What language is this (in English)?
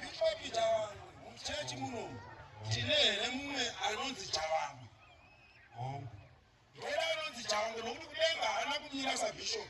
Shona